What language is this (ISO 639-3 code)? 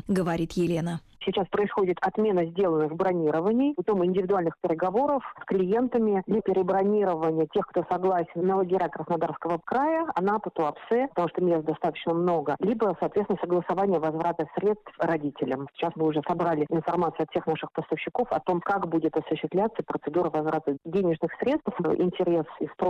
rus